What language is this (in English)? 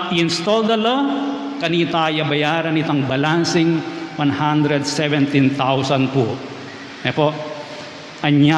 Pampanga